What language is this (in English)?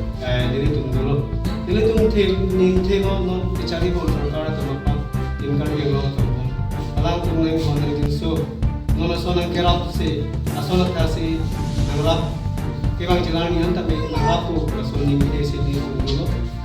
Karbi